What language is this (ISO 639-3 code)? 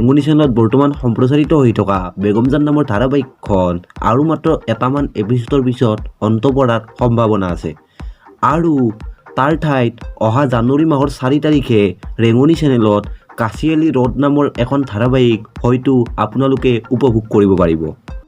asm